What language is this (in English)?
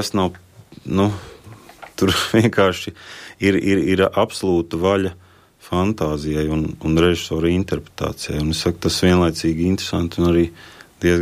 Latvian